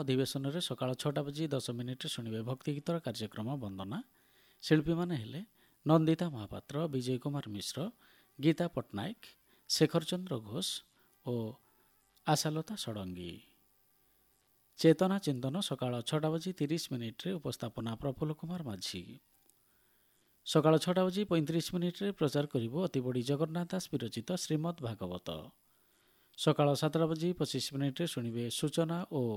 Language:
Odia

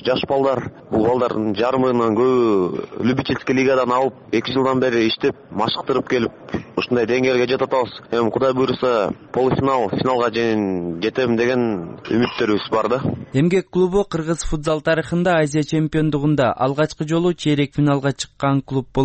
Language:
Kyrgyz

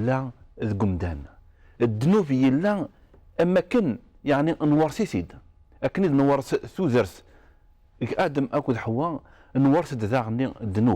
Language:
Kabyle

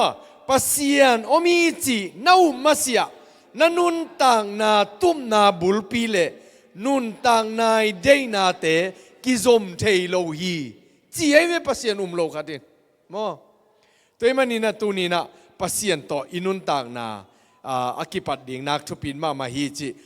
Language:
Tedim Chin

